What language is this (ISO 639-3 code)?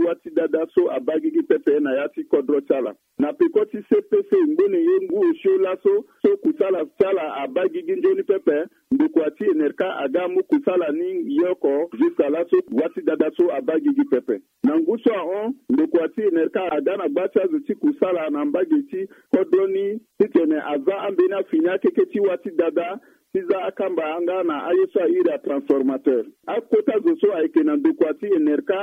sag